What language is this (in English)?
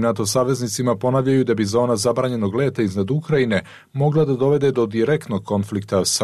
Serbian